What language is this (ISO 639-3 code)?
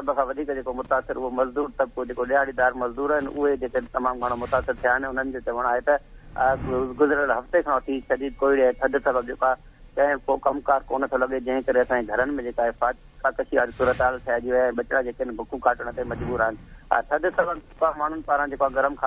snd